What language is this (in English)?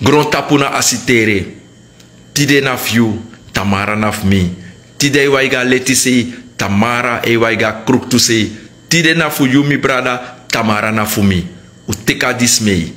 Sranan Tongo